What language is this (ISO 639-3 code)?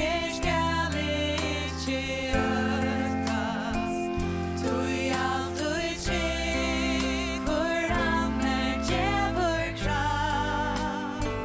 fao